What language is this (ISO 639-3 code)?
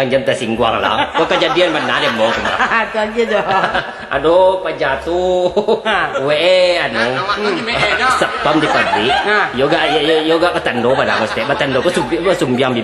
min